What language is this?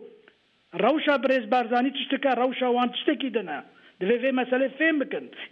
Kurdish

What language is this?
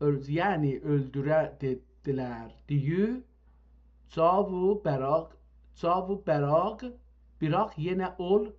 South Azerbaijani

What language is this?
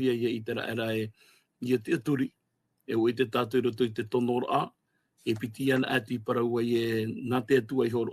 Tahitian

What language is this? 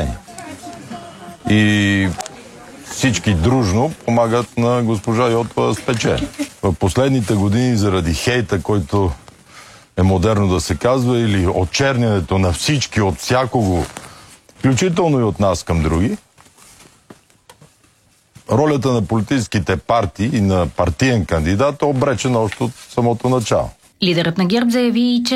Bulgarian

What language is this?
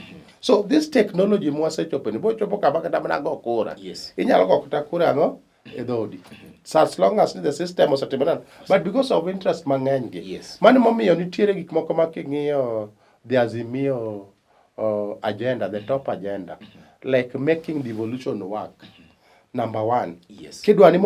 Luo (Kenya and Tanzania)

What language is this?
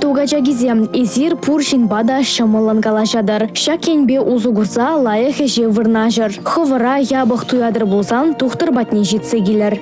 Chuvash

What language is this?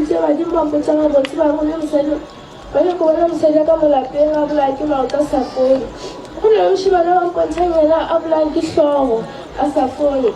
Northern Sotho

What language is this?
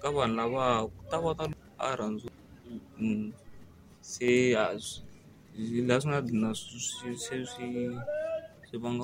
Tsonga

